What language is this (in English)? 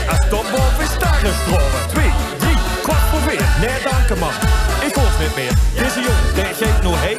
Limburgish